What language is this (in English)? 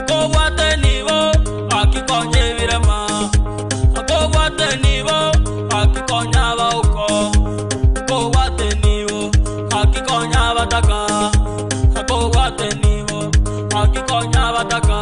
Gusii